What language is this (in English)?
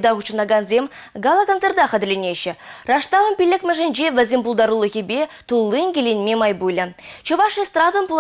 Chuvash